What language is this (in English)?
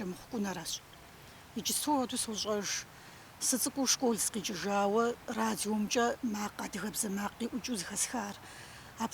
Kabardian